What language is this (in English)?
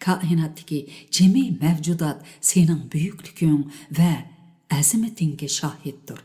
Uyghur